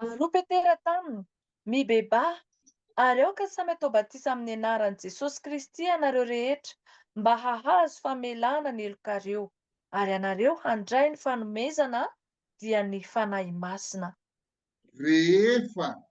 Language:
Malagasy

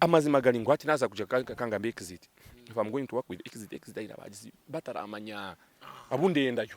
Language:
Nyankole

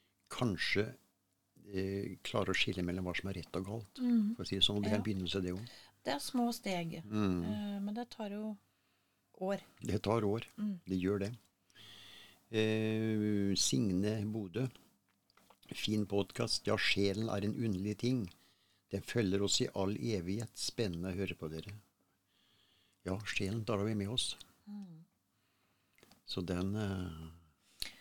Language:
Norwegian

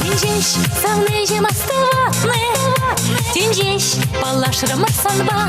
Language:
Chuvash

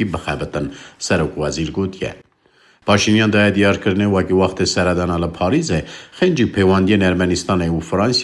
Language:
Kurdish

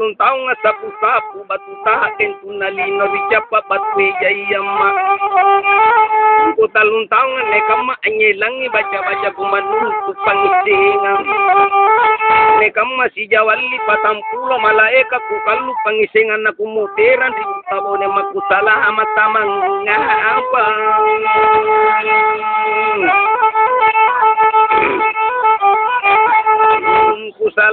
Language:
Makasar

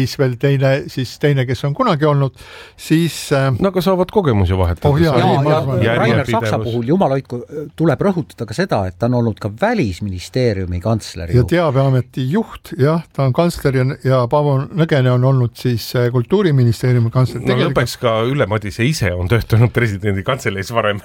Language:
Estonian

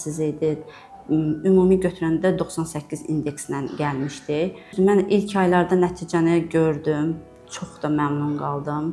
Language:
Azerbaijani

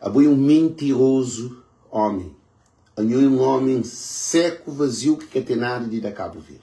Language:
Kabuverdianu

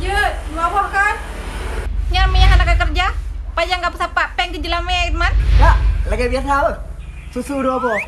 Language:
Achinese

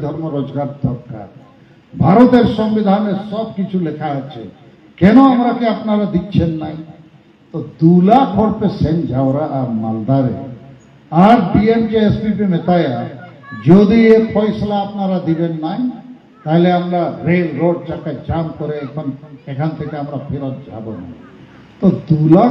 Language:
Santali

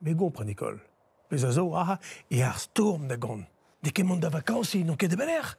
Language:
Breton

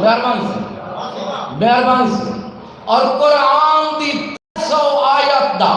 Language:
Saraiki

